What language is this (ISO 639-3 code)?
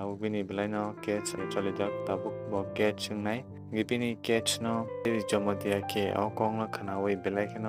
trp